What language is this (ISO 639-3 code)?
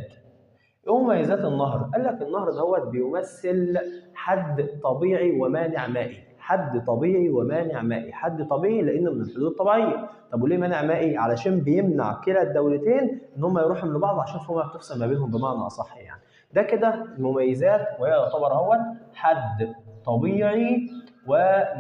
arz